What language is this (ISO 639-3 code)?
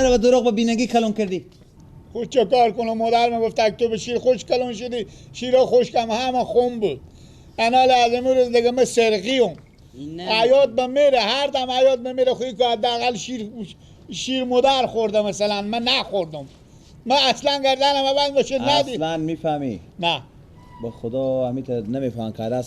fas